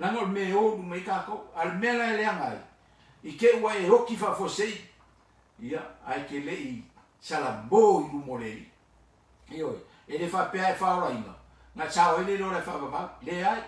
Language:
Samoan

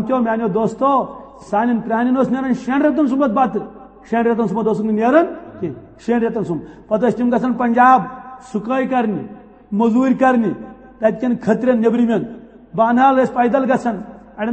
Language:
Kashmiri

